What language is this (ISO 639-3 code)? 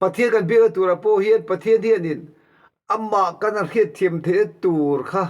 lus